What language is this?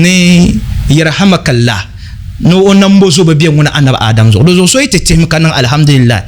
Dagbani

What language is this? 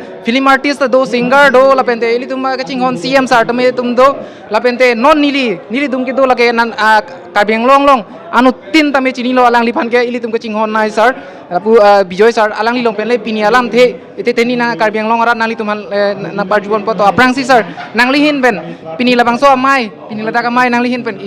Karbi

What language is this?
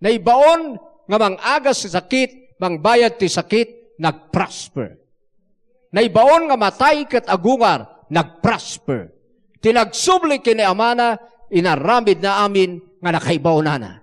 Iloko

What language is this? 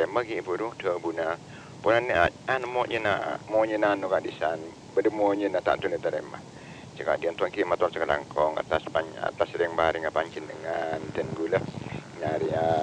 Madurese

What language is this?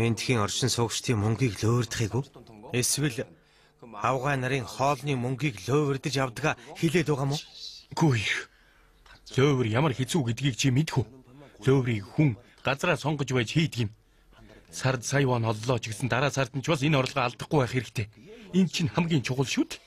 Mongolian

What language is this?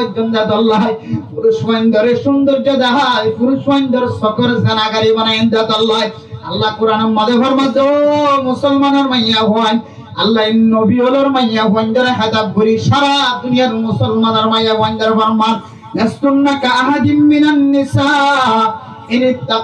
Rohingya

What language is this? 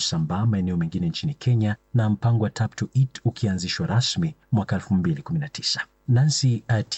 Swahili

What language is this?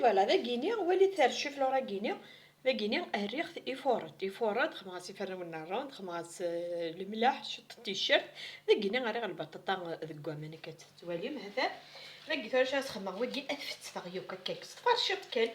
Kabyle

